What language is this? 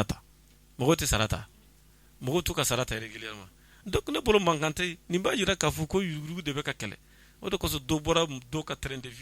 Bambara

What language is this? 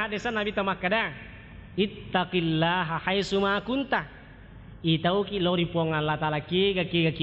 Buginese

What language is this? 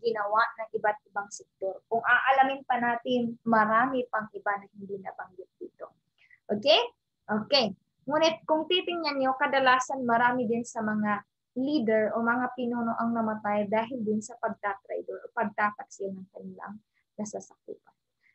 Filipino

